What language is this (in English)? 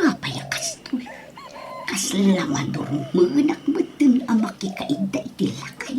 Iloko